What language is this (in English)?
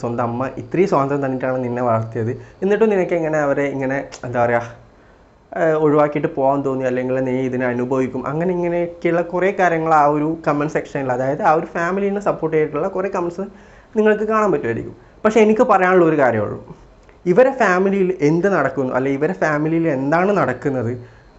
Malayalam